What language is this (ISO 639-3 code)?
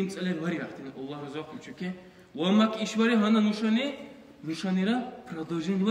dar